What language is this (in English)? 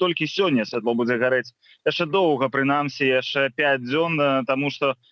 Belarusian